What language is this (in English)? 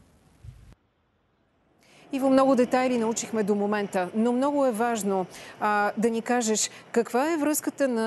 Bulgarian